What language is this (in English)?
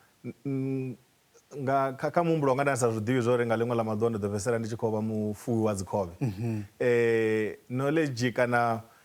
Venda